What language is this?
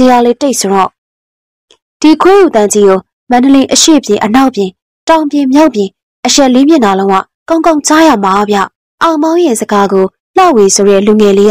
Burmese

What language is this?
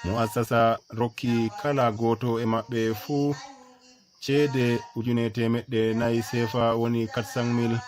Nigerian Fulfulde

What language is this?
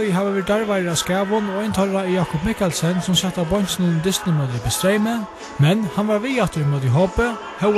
Faroese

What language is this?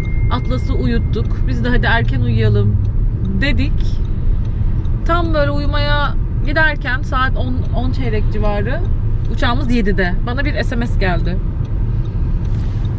Turkish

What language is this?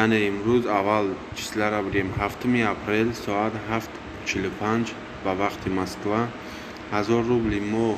Tajik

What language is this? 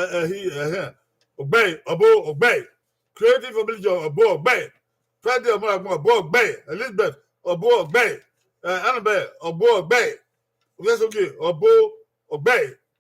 Bini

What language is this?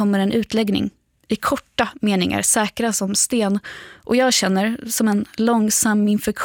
Swedish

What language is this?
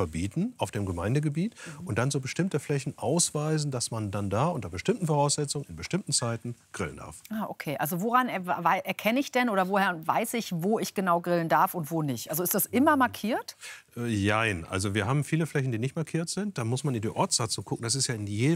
German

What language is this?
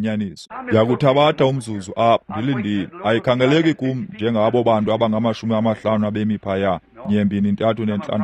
Xhosa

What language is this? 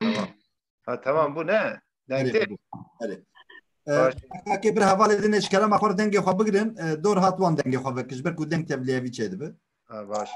Kurdish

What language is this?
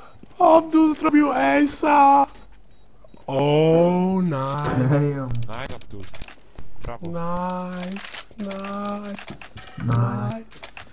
Polish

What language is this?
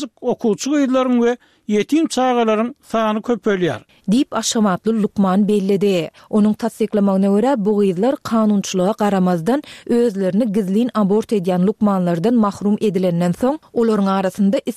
Turkmen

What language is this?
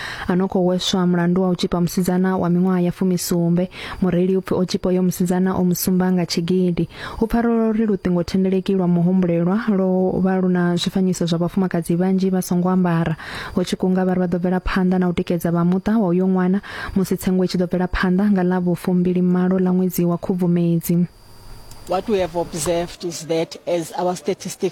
Venda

